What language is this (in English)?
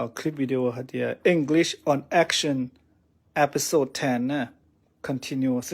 Hmong